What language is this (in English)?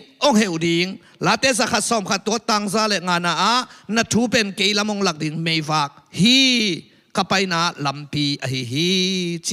Tedim Chin